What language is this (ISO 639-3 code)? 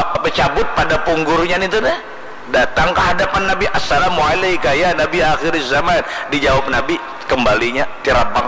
bjn